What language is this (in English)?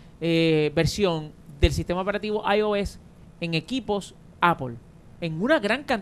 Spanish